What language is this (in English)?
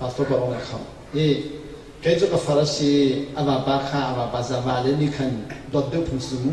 Hakha Chin